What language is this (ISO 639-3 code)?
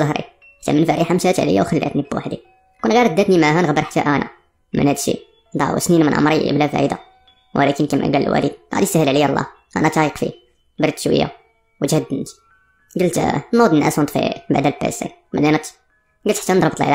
ary